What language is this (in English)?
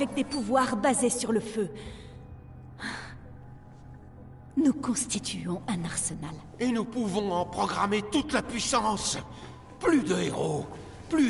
French